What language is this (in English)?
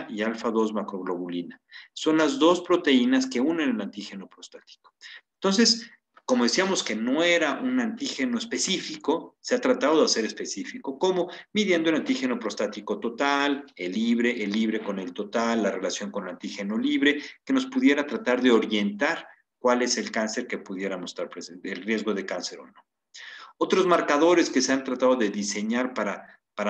Spanish